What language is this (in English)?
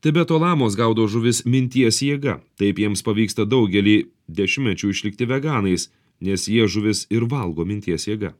Lithuanian